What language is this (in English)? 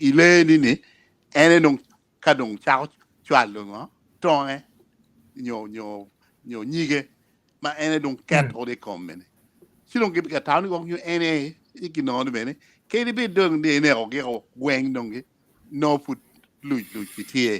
Acoli